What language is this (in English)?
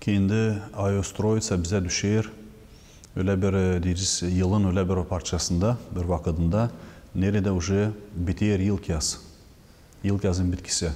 Gagauz